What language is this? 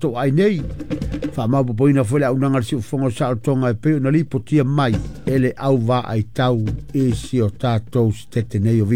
Samoan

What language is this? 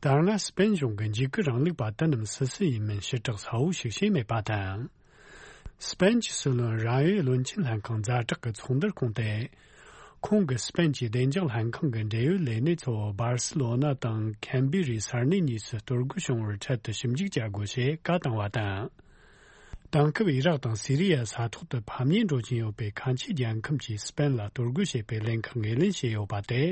Tibetan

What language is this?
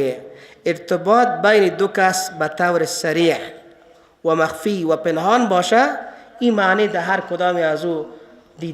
Persian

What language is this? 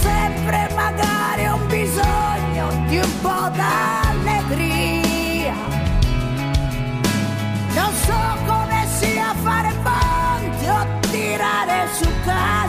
Italian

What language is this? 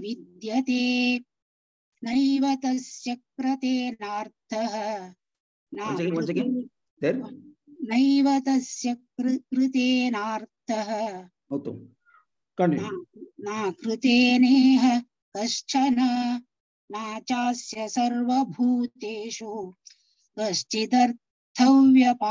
Sanskrit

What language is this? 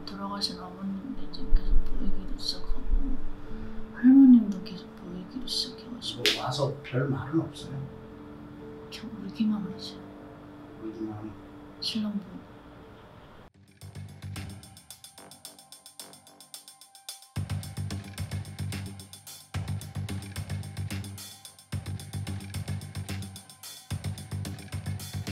Korean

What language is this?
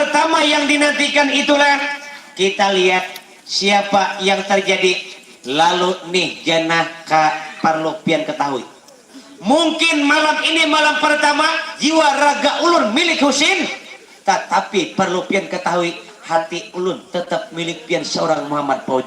Banjar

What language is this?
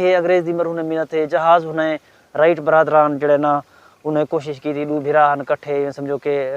Saraiki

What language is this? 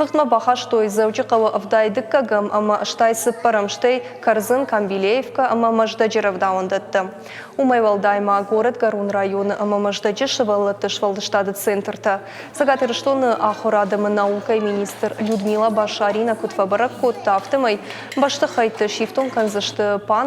Ossetic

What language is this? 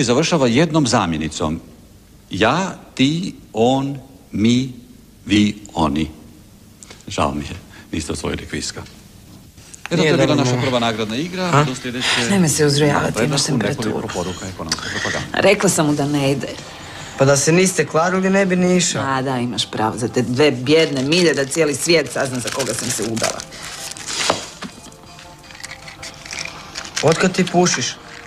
Croatian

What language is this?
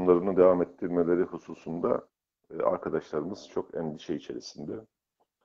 Turkish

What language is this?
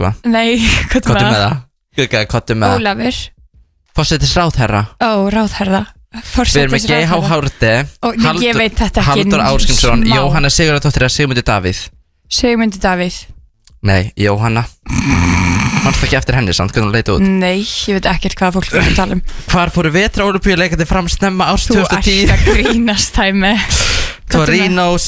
Icelandic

